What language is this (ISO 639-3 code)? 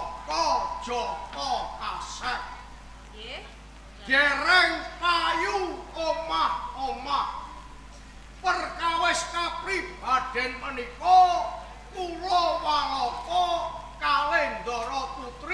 jav